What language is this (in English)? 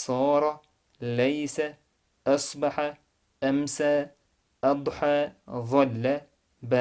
Chechen